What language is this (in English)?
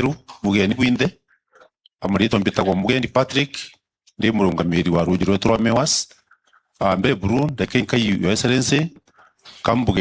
Meru